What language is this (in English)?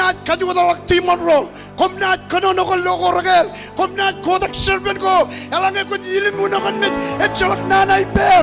Marshallese